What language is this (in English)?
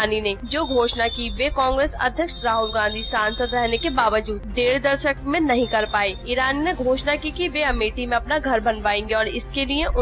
Hindi